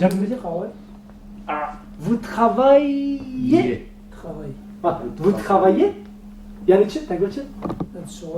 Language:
Kurdish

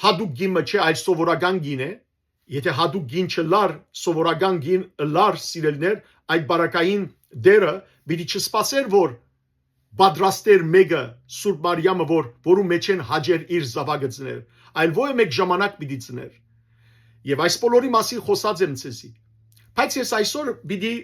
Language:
Western Armenian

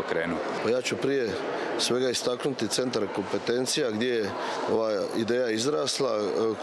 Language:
Croatian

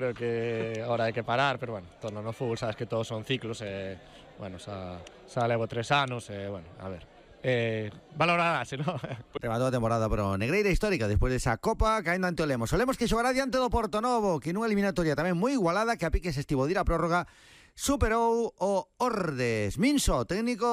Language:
Galician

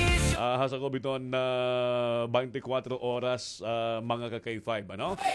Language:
Waray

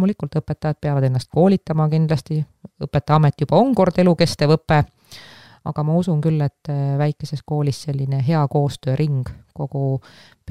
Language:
Estonian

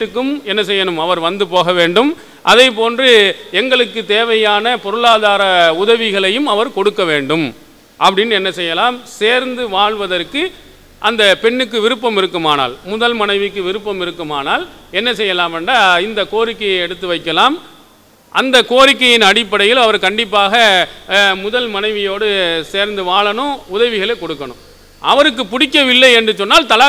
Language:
Tamil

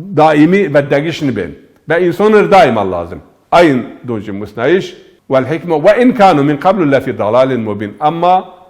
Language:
Zaza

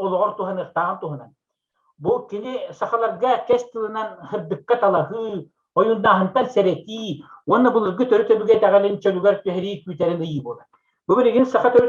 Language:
Yakut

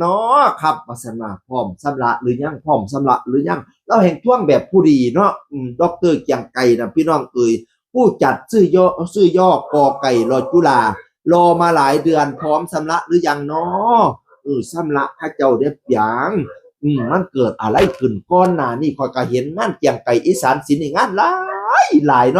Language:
Northeastern Thai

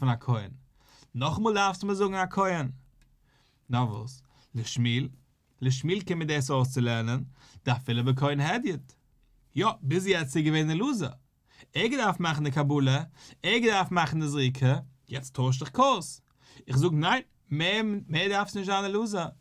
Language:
Yiddish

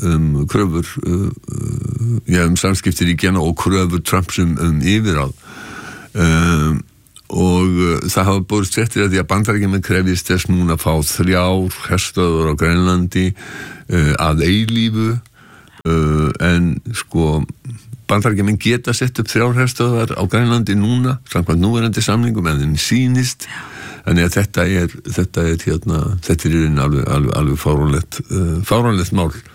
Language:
Icelandic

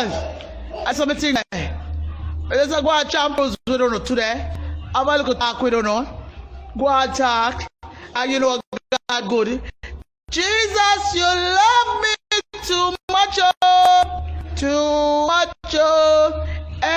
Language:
Jamaican Creole English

